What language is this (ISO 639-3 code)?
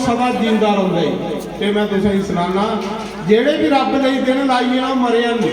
doi